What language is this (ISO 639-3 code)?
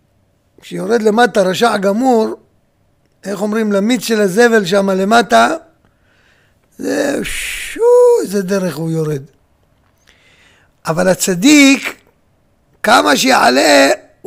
heb